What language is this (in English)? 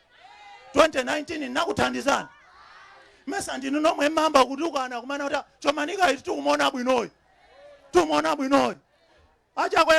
Nyanja